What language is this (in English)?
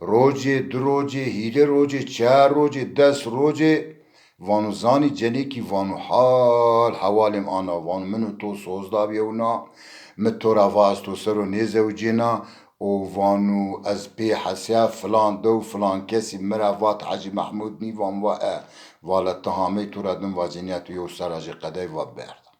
Zaza